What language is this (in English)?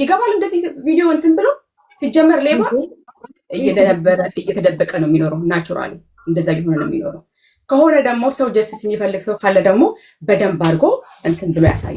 Amharic